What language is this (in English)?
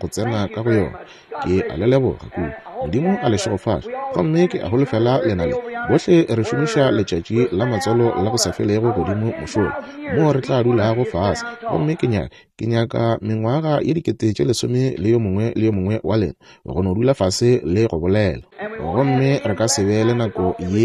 Northern Sotho